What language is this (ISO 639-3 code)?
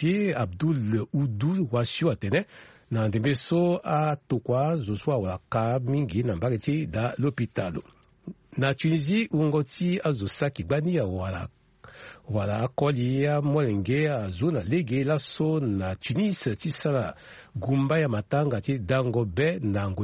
sag